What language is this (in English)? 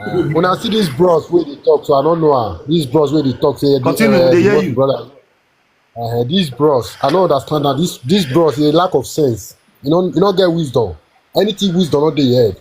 Nigerian Pidgin